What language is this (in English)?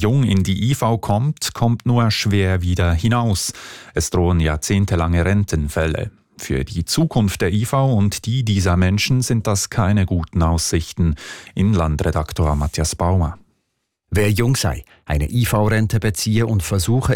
German